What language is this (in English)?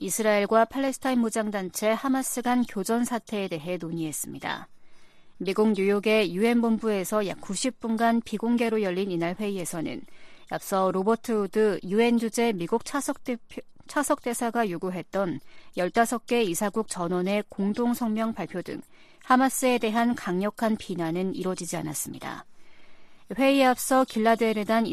Korean